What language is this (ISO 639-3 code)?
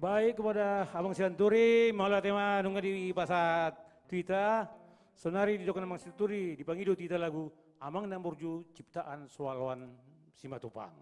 bbc